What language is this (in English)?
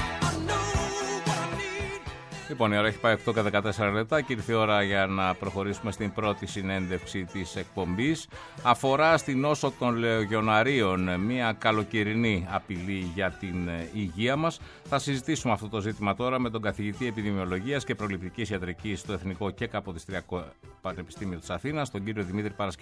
Greek